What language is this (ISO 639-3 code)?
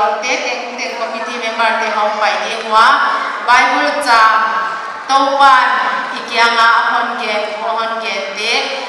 pck